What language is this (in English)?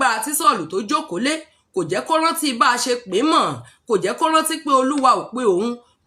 Yoruba